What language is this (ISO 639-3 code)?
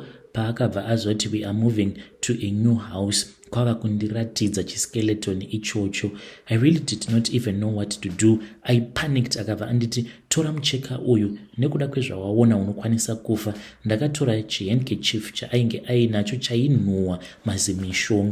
sna